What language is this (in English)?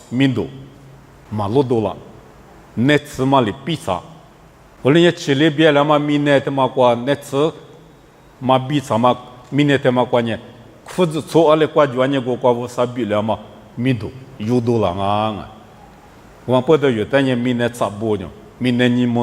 Lisu